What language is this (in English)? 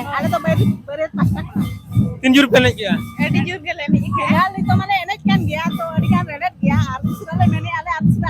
Santali